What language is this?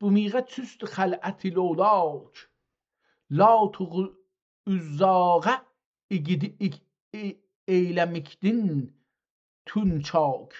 South Azerbaijani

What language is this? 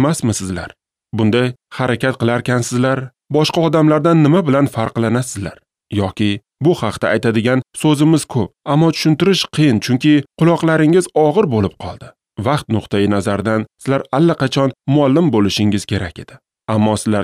Uzbek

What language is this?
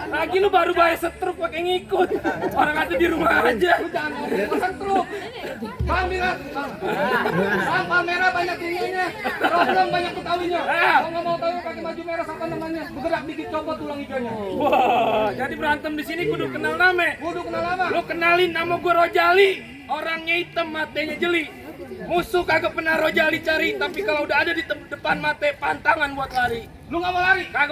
Betawi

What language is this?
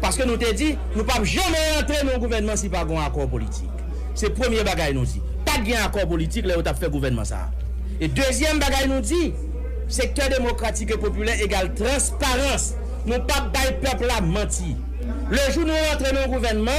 Haitian Creole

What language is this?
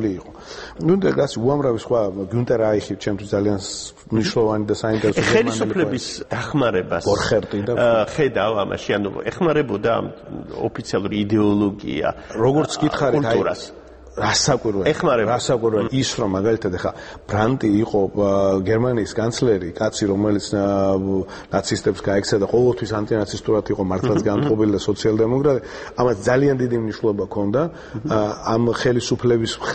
Georgian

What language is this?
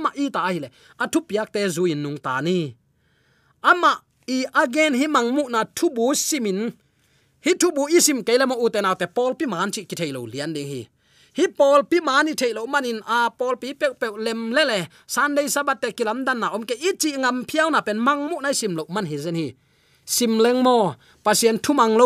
Tedim Chin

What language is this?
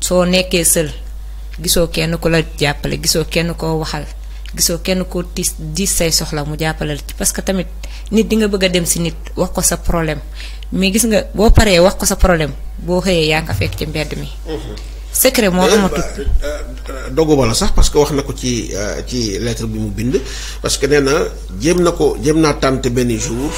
Wolof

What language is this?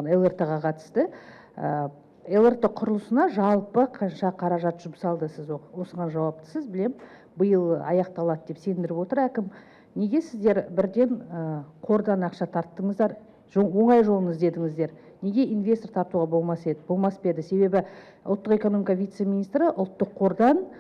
Kazakh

